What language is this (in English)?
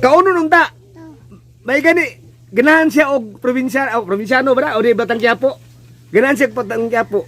Cebuano